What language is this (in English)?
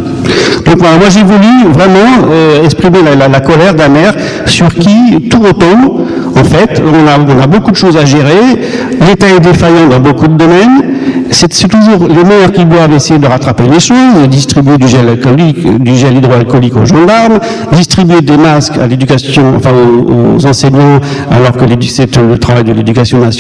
French